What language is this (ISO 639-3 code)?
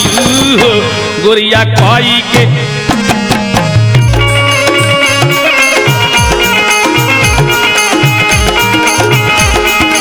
bho